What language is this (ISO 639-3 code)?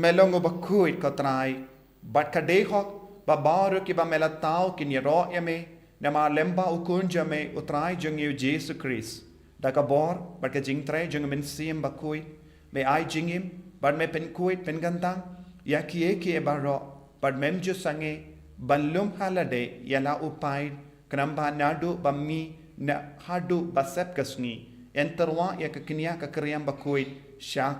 kha